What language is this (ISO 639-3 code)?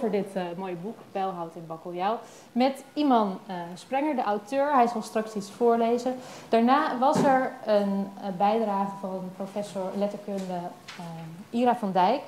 nld